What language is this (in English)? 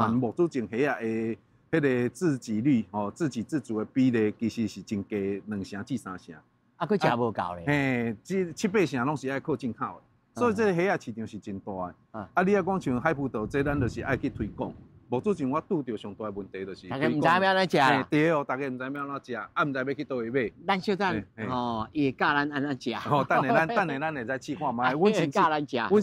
Min Nan Chinese